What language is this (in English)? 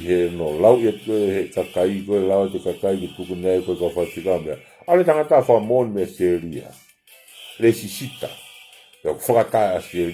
Tongan